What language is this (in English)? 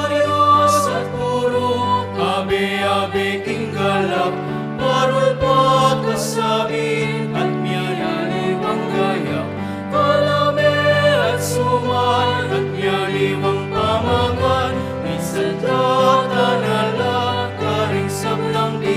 Pampanga